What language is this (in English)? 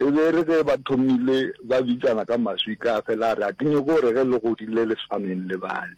Northern Sotho